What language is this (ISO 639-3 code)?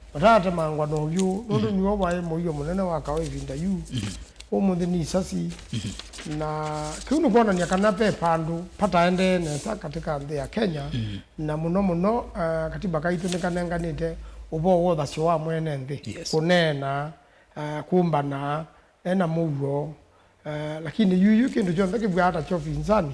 kam